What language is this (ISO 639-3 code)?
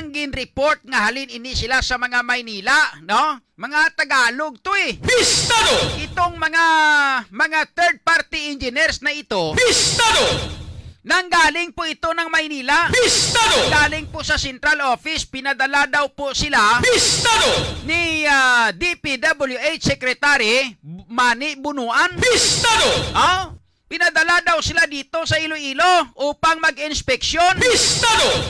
hil